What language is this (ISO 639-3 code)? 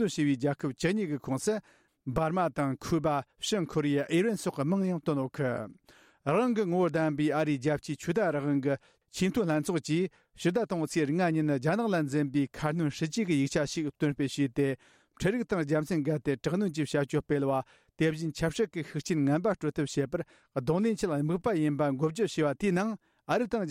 bod